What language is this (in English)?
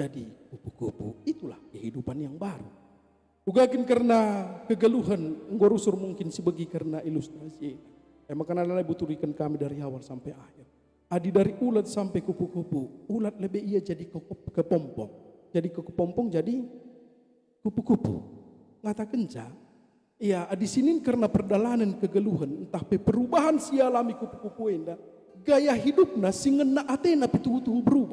Batak Karo